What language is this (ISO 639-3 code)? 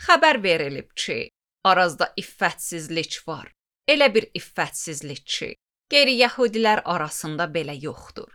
aze